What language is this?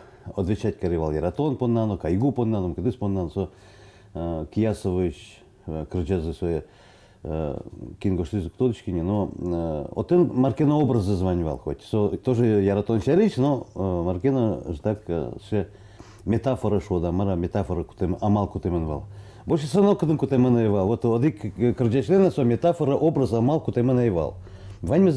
Udmurt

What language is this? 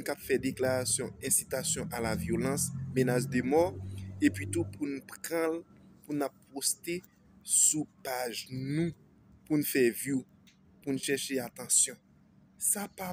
Haitian Creole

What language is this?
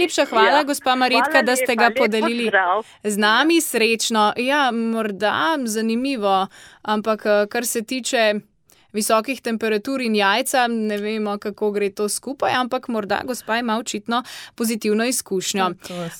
Slovenian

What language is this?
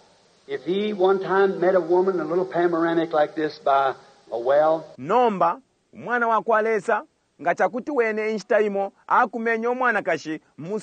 Bemba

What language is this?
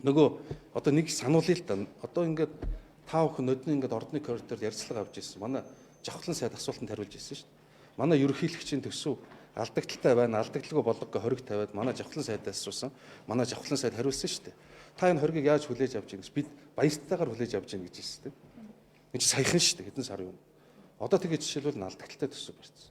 Mongolian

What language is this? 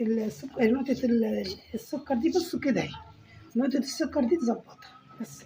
Egyptian Arabic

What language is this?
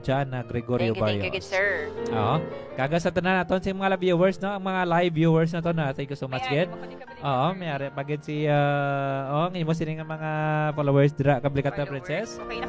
Hiligaynon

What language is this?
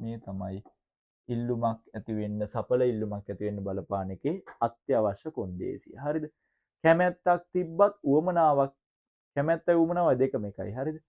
Sinhala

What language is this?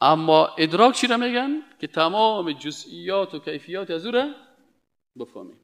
Persian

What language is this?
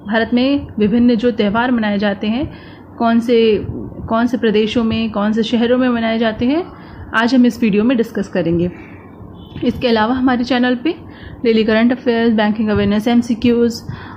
Hindi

